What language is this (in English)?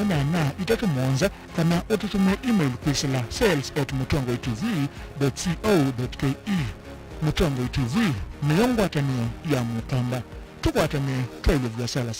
Kamba